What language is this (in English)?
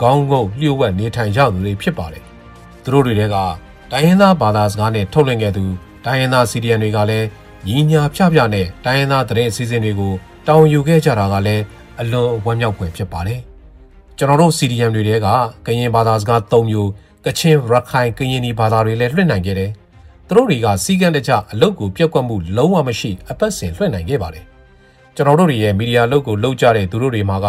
Burmese